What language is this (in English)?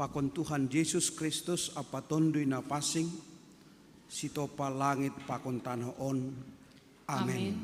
Batak Simalungun